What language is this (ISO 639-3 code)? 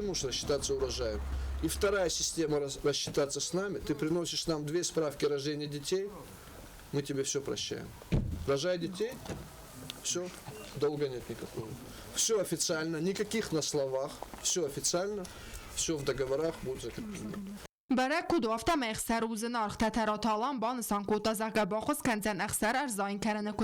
oss